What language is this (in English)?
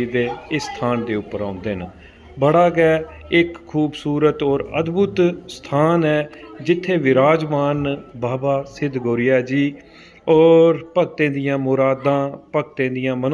Dogri